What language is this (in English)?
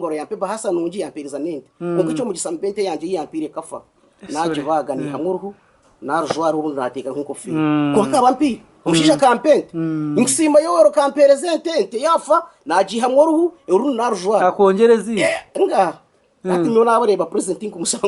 Nyankole